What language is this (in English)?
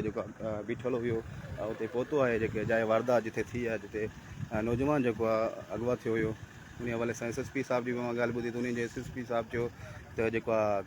Sindhi